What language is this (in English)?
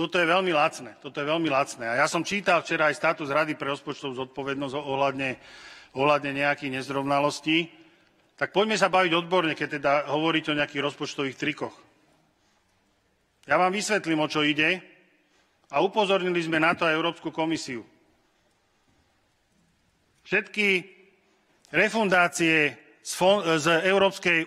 Slovak